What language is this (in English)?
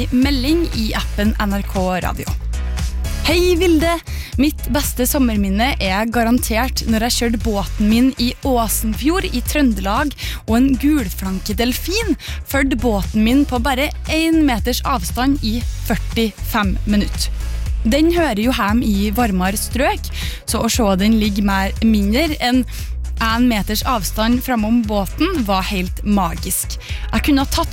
Norwegian